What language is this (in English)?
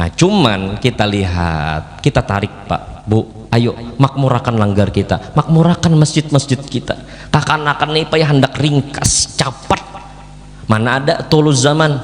Banjar